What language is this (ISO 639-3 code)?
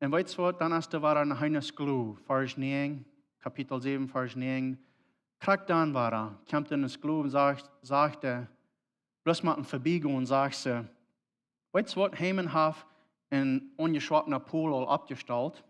pdt